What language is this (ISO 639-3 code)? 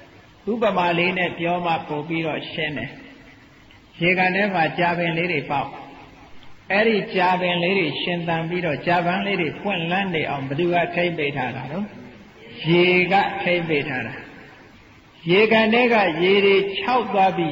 mya